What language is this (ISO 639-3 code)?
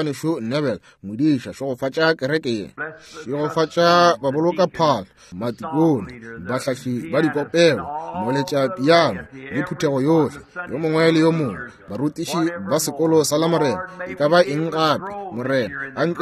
nso